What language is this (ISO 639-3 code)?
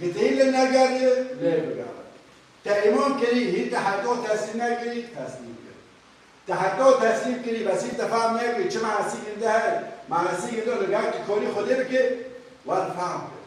kur